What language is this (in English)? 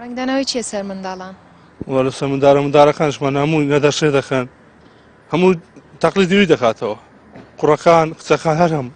Central Kurdish